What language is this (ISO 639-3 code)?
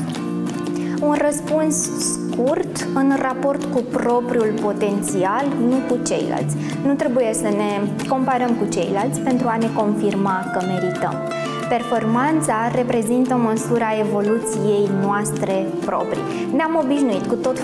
ron